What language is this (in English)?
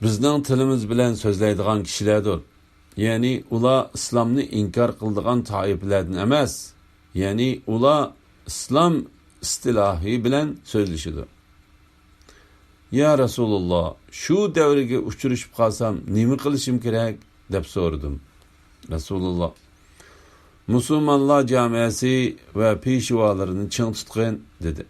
Uyghur